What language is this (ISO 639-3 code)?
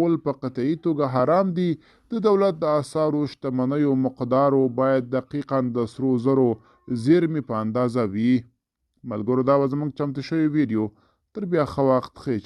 pus